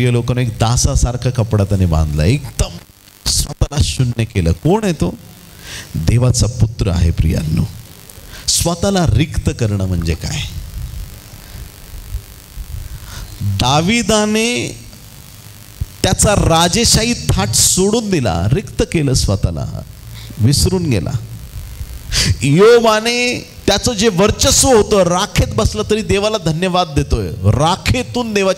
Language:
Marathi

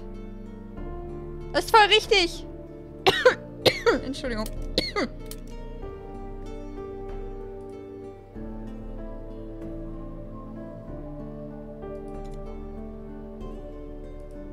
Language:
German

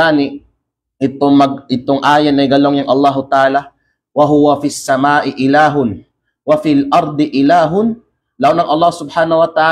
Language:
Kalagan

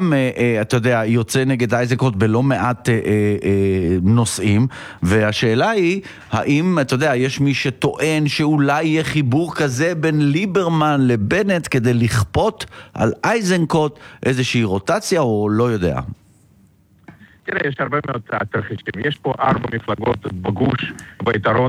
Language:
Hebrew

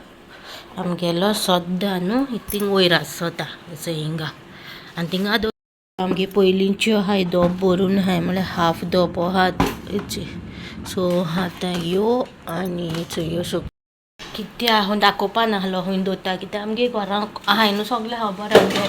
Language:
Konkani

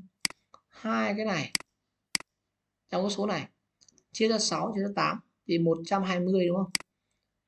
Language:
Vietnamese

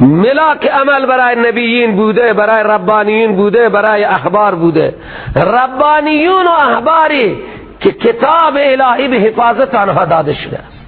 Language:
Persian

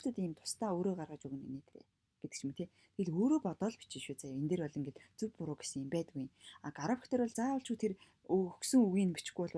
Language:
Mongolian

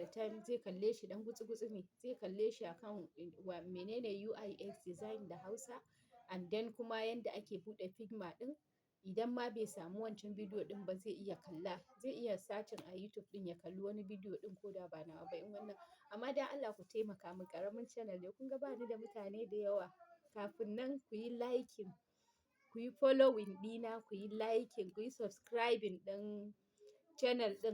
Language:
Hausa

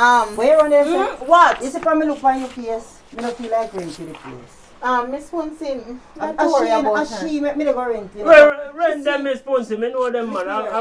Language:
Jamaican Creole English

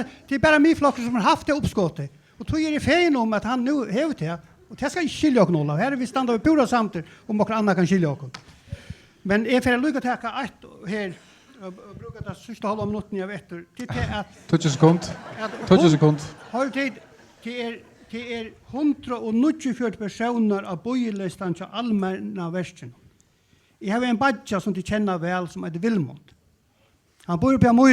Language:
Faroese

